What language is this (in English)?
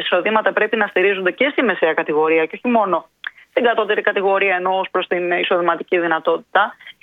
Greek